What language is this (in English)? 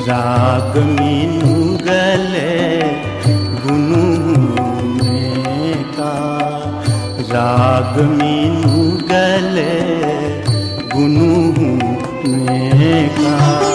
Newari